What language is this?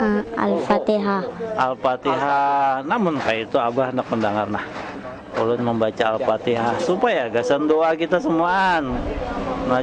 Banjar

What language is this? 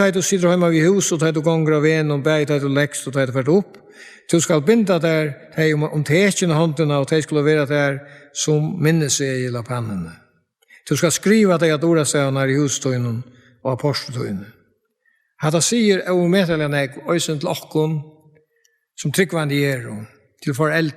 Faroese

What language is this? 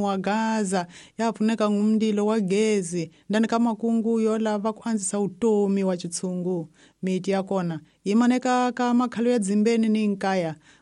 Tsonga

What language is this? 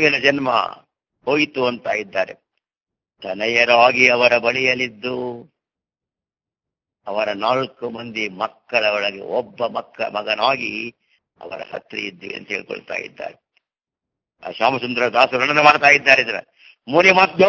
Kannada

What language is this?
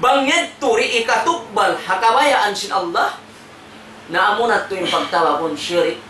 Tausug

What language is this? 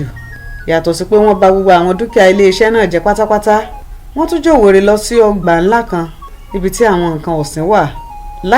Yoruba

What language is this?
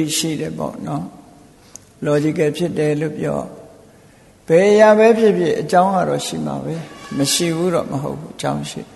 Burmese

